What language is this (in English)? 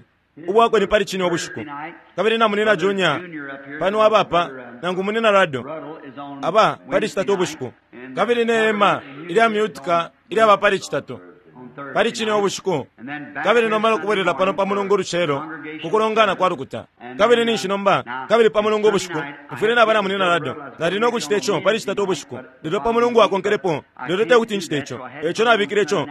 Bemba